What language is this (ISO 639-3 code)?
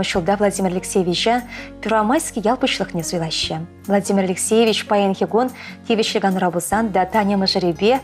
chv